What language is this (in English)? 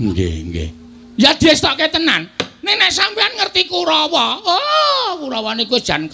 Javanese